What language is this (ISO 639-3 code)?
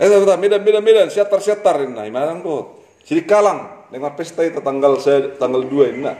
bbc